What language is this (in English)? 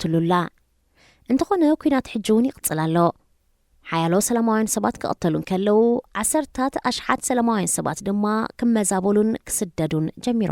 Tigrinya